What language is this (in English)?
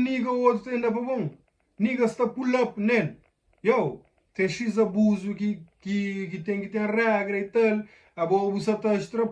Kabuverdianu